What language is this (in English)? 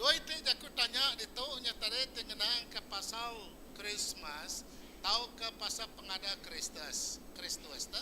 Iban